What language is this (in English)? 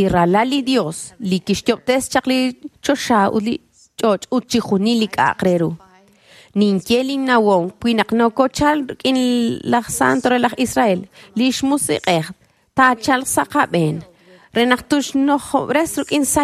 Kekchí